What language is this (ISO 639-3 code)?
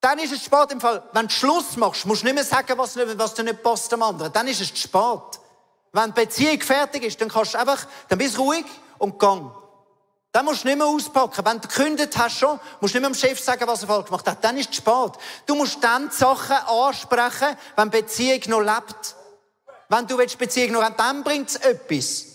gsw